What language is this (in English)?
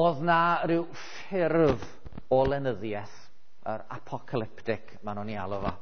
Welsh